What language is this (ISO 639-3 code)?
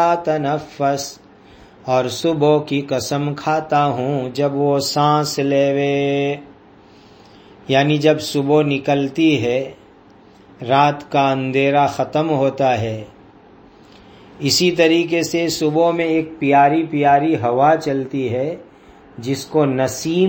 urd